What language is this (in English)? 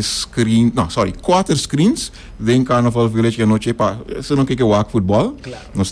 Papiamento